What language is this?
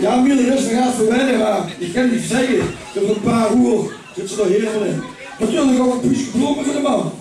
Limburgish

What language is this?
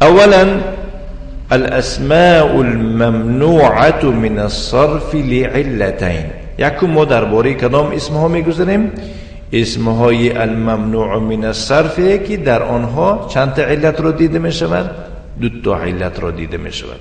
Tajik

